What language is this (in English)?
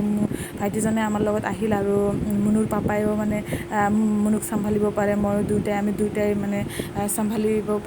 Assamese